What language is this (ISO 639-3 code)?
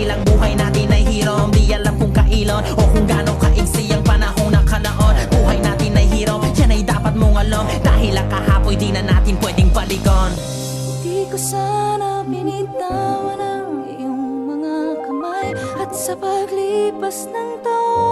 fil